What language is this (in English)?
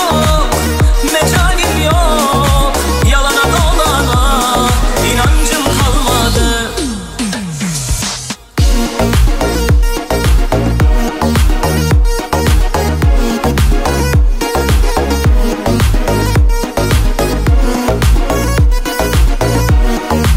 Turkish